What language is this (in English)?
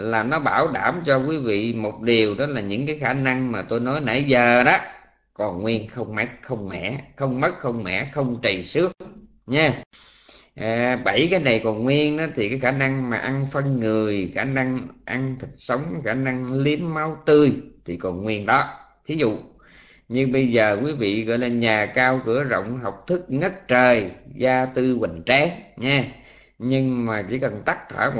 Vietnamese